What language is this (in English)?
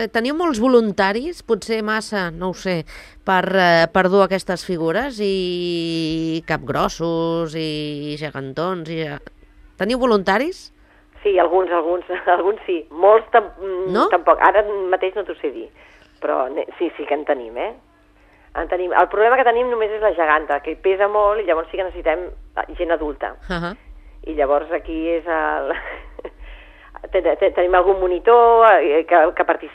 Catalan